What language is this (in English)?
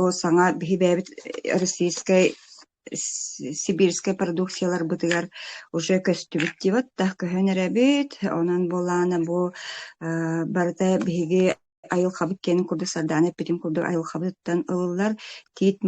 Yakut